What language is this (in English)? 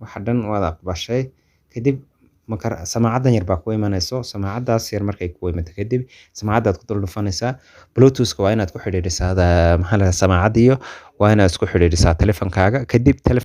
Somali